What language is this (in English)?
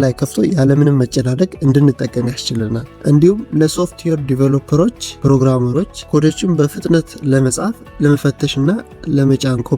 Amharic